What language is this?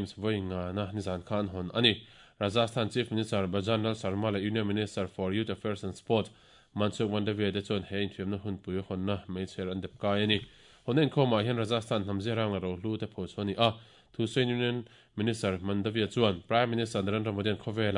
Mizo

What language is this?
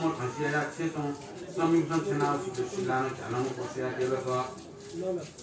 Newari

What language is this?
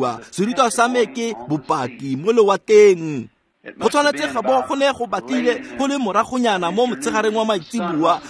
Tswana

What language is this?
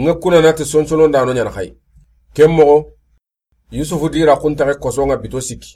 Soninke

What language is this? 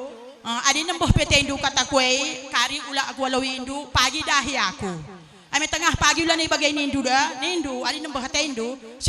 Batak Karo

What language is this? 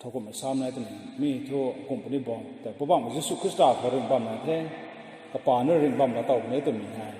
Rongmei Naga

